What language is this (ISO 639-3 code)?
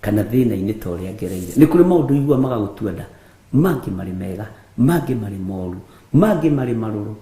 kik